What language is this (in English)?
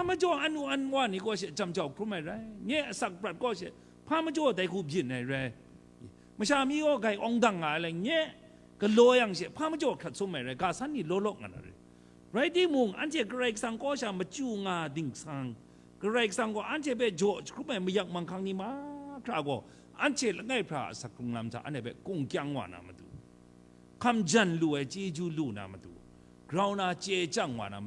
Kachin